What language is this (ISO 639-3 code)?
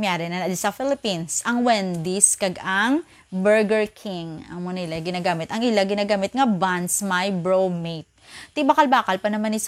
hil